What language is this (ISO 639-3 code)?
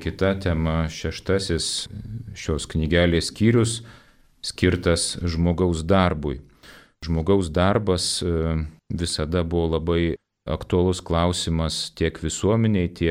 lit